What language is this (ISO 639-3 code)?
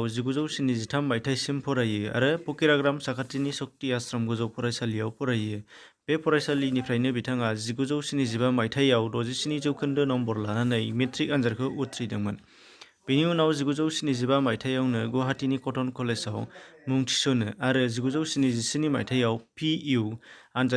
brx